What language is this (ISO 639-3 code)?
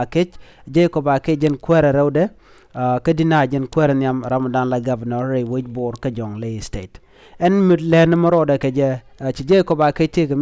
nus